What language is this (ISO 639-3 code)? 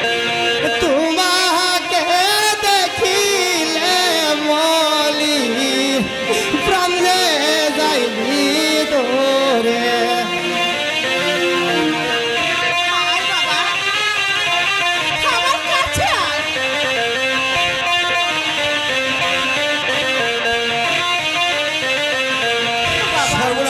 ben